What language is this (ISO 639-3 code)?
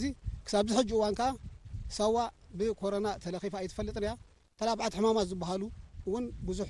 tir